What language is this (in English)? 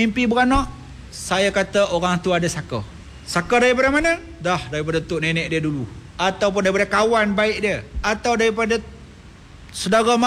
Malay